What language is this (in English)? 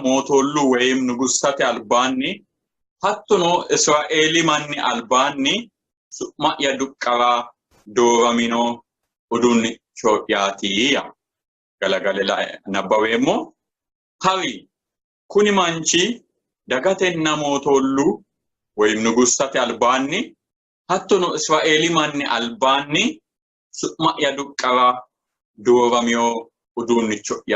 Sidamo